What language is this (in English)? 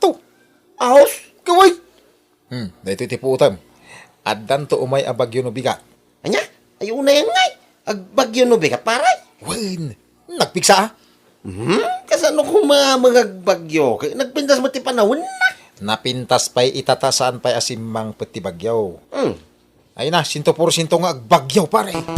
Iloko